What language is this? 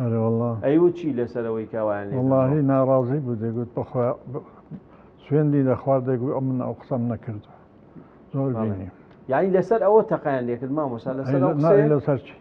Central Kurdish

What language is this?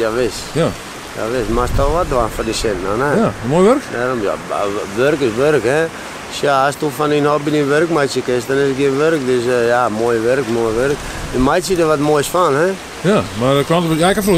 Western Frisian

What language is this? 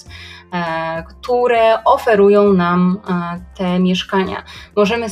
Polish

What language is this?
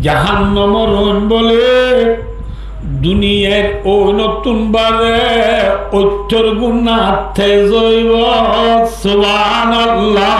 Rohingya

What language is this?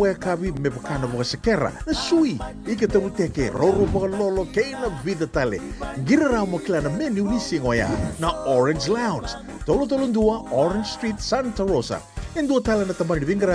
Fijian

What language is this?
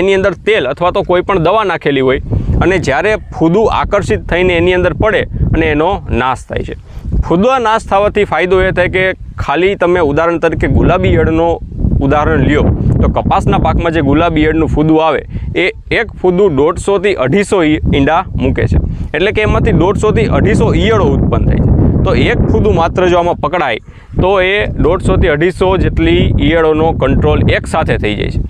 Gujarati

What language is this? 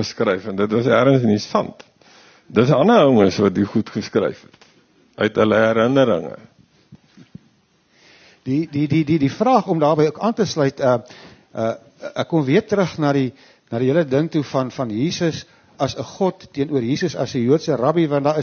Afrikaans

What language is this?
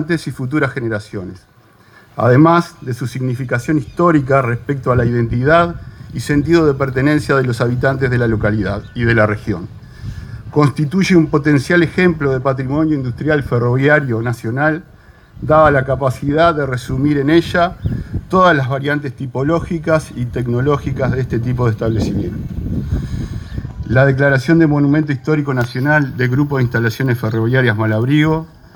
Spanish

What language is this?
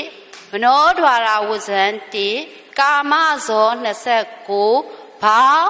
Burmese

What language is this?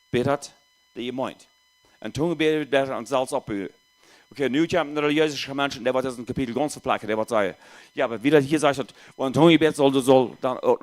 Plautdietsch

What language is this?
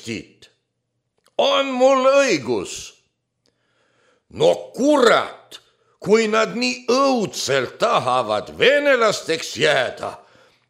Estonian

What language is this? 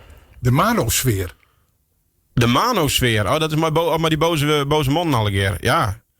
Western Frisian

